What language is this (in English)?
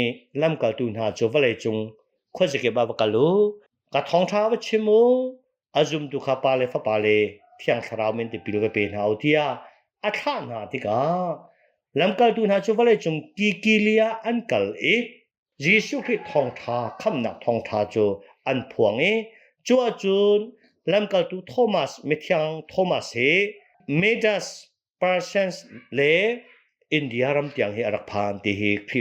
Hakha Chin